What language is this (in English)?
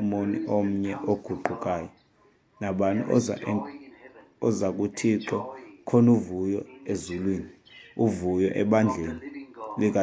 Xhosa